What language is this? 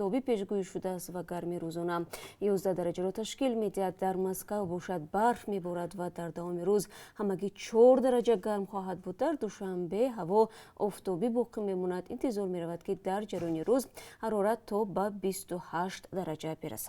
Tajik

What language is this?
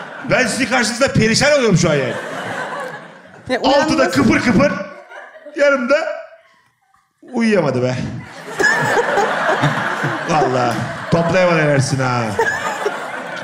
Turkish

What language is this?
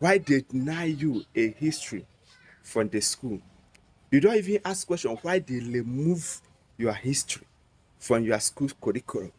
Igbo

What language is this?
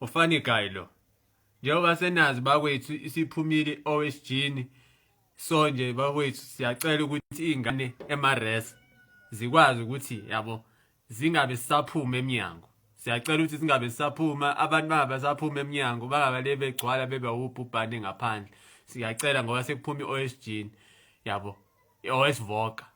Zulu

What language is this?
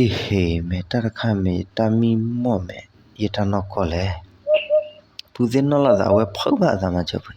S'gaw Karen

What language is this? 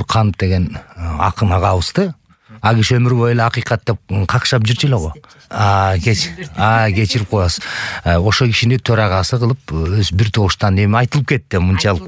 Kyrgyz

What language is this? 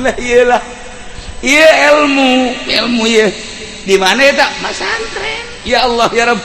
Sundanese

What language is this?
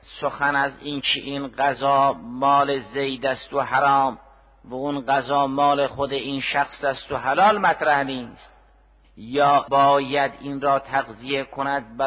Persian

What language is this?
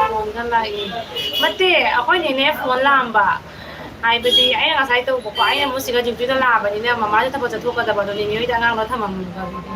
Manipuri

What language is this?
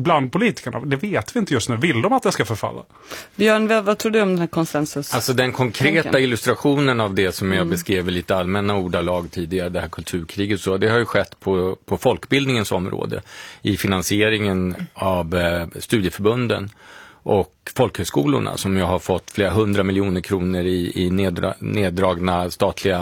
Swedish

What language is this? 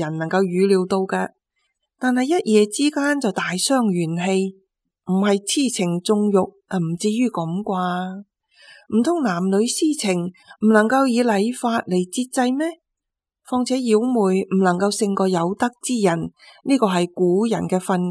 Cantonese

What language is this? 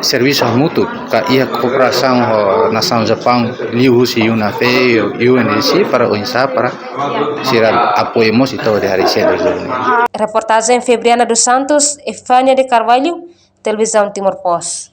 Tetum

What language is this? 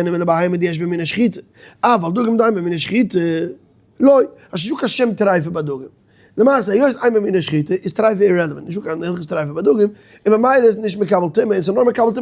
Yiddish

